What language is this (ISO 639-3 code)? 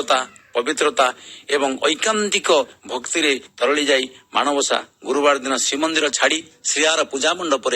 ori